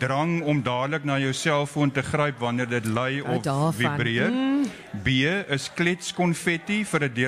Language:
Afrikaans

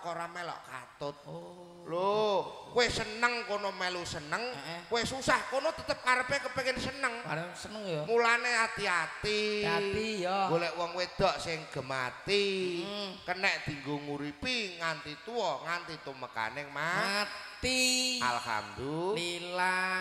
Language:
Javanese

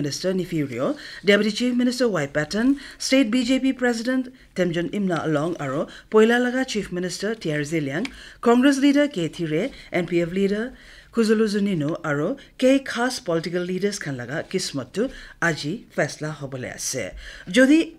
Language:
Naga Pidgin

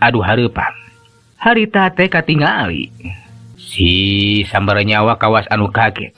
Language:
Sundanese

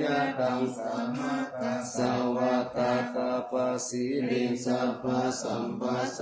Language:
Pali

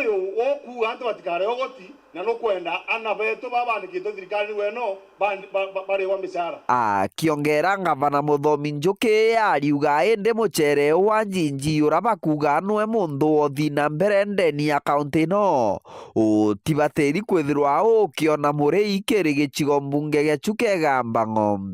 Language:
Meru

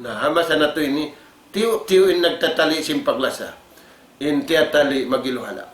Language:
Tausug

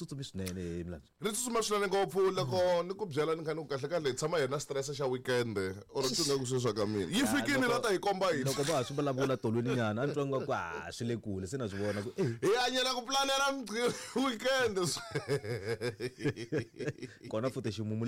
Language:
Tsonga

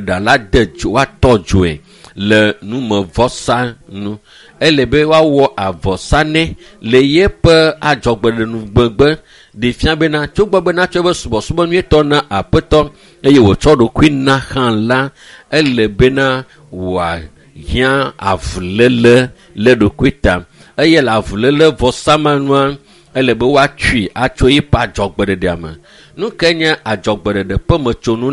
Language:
Ewe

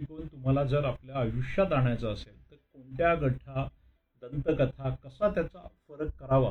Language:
Marathi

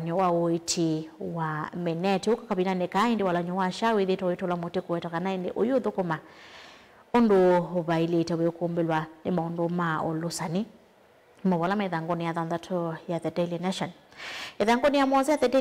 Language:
Kamba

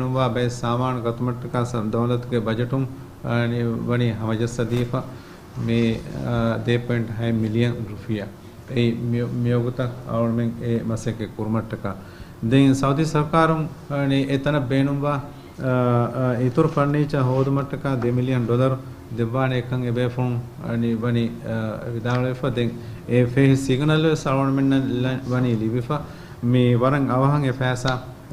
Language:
Divehi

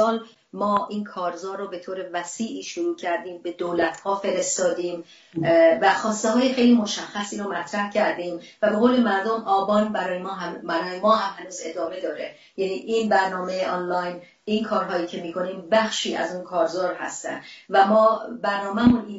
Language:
Persian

